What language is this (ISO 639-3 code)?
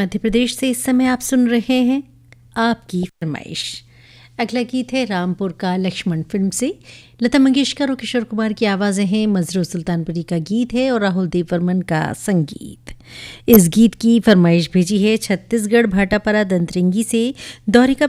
hin